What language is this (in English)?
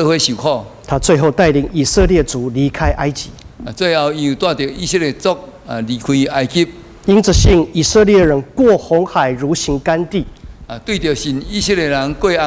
Min Nan Chinese